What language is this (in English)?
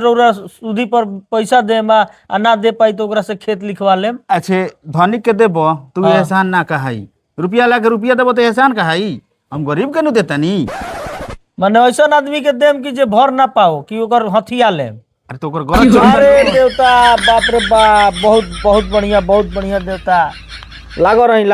Bhojpuri